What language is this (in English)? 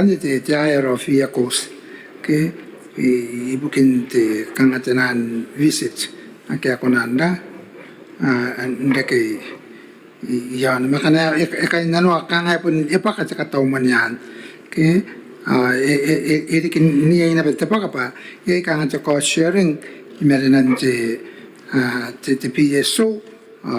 Gilbertese